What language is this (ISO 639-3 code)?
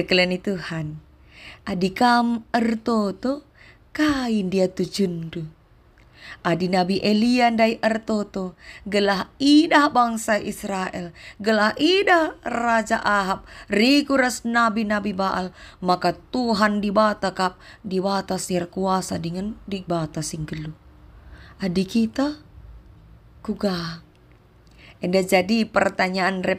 btx